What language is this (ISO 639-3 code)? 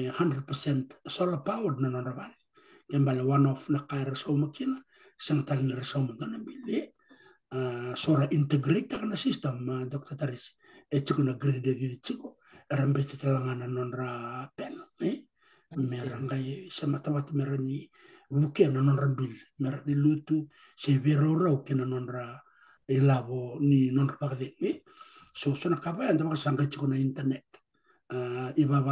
fij